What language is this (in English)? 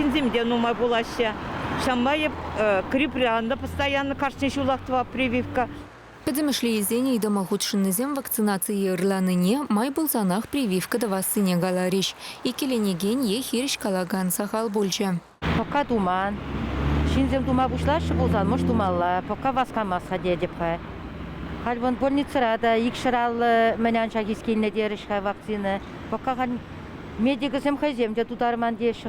Chuvash